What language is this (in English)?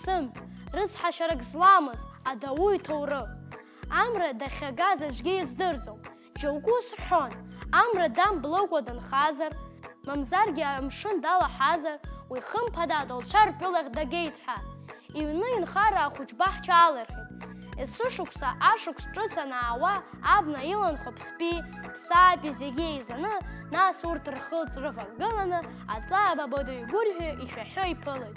Abkhazian